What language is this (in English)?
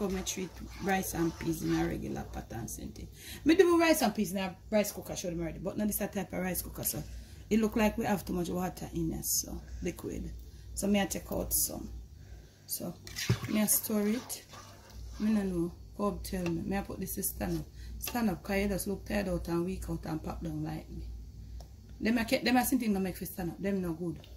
Jamaican Creole English